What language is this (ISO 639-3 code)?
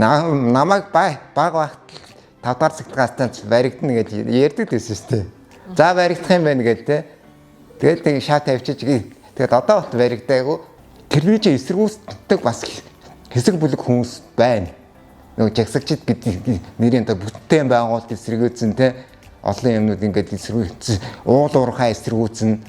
mon